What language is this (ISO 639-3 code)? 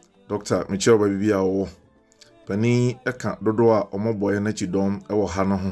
aka